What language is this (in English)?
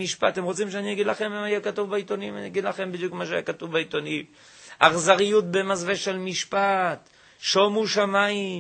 Hebrew